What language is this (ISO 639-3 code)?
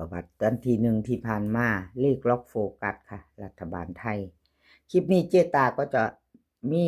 lao